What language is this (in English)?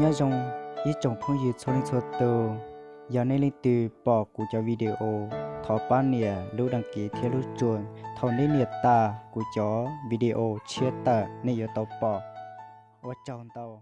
Hmong